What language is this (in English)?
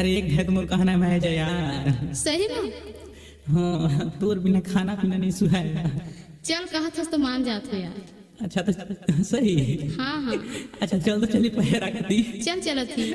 Chhattisgarhi